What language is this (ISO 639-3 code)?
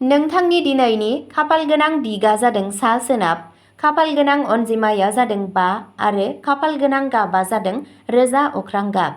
brx